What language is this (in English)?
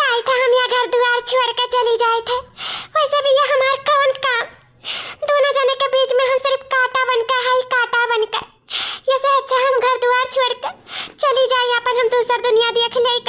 Awadhi